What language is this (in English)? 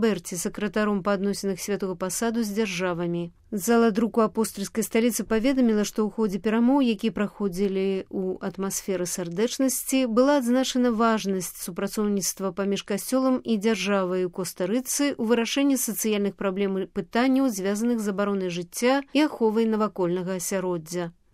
Belarusian